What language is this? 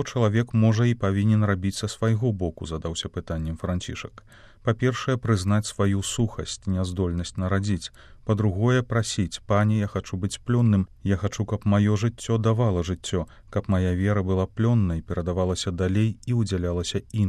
Belarusian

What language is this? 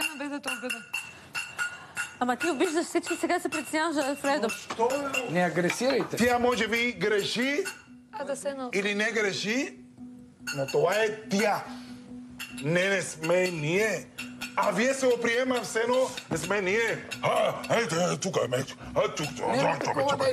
Bulgarian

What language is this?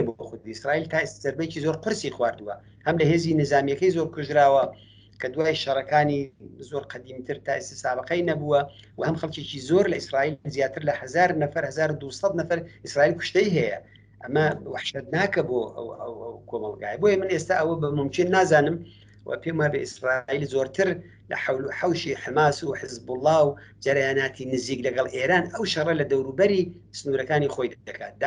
Central Kurdish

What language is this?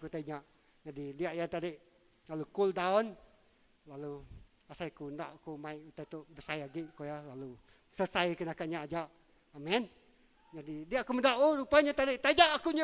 Iban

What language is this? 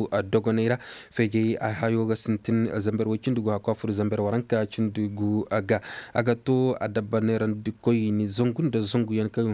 Koyraboro Senni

